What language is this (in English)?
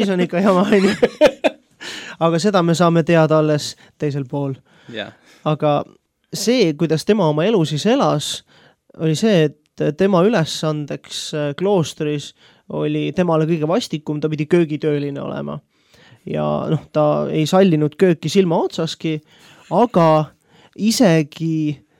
Estonian